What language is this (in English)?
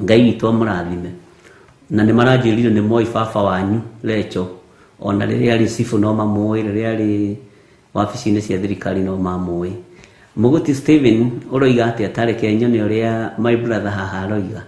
Kikuyu